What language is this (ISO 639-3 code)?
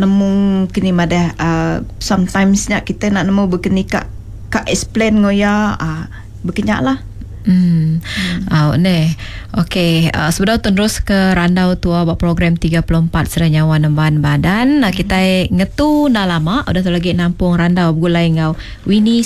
iba